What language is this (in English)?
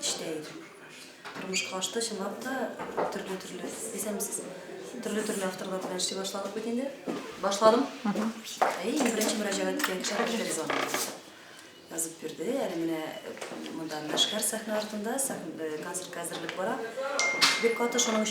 Tatar